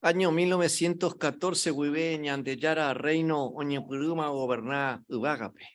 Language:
Guarani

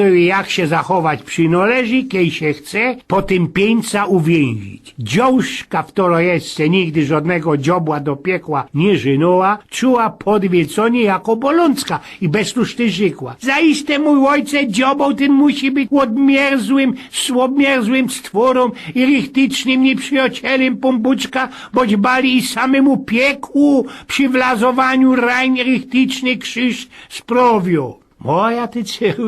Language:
Silesian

